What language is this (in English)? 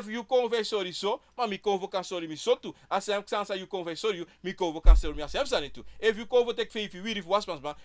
Sranan Tongo